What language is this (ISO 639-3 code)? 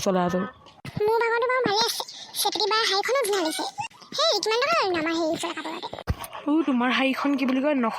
asm